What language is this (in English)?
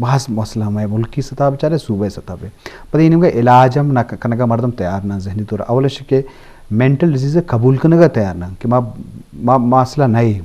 Eastern Balochi